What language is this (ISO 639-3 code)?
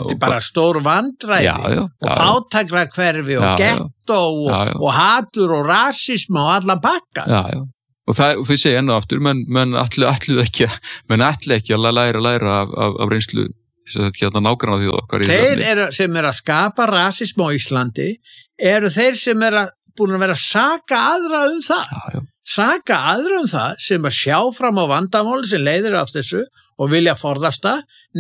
isl